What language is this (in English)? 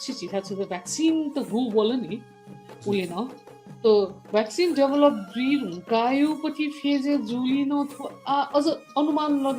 Newari